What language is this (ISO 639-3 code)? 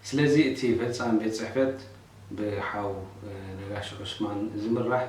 tir